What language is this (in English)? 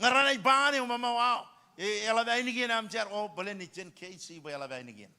Marshallese